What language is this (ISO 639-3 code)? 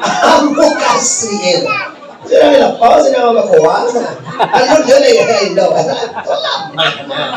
min